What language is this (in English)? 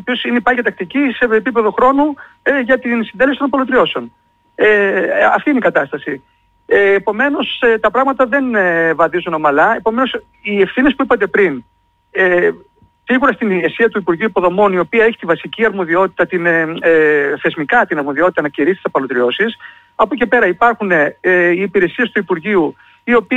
Greek